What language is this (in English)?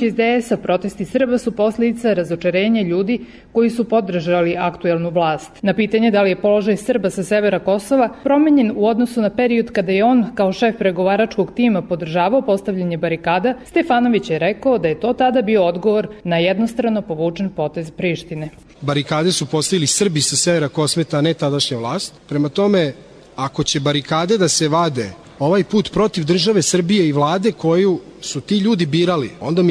Serbian